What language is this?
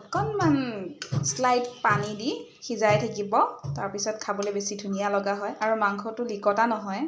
Assamese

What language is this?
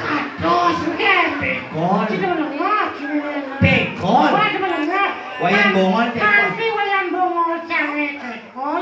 Balinese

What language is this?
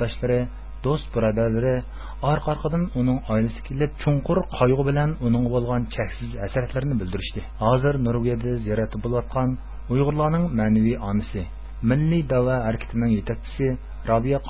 Uyghur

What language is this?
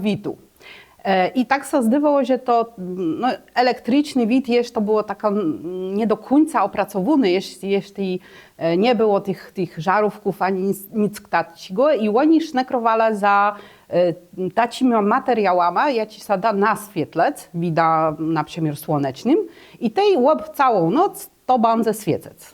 Kashubian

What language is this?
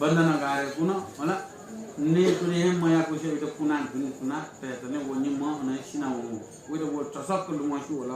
Newari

